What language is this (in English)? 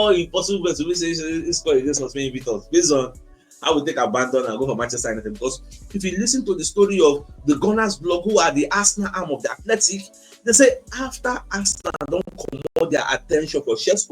Nigerian Pidgin